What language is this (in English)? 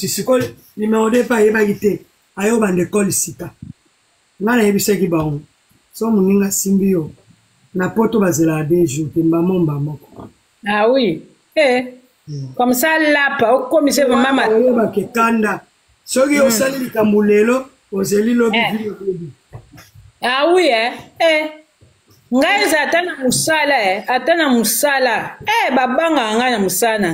Lingala